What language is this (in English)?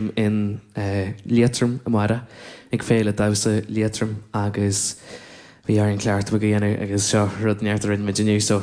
Irish